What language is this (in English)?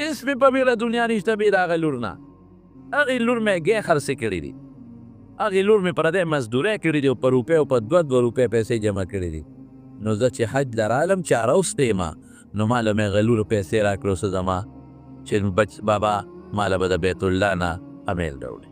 Pashto